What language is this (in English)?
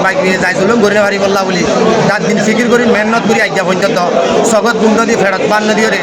Rohingya